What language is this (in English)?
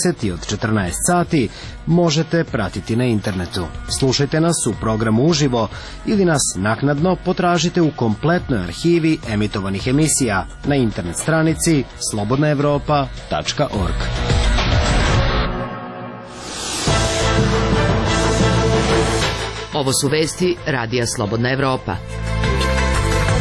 Serbian